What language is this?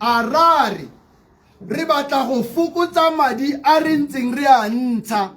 Tswana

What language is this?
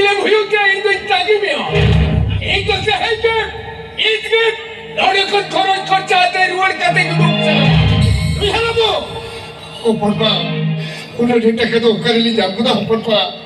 Santali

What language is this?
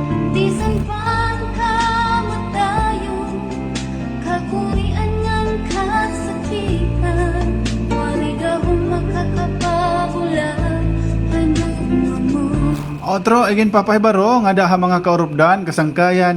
Waray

